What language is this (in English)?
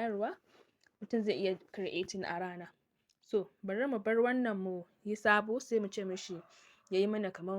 Hausa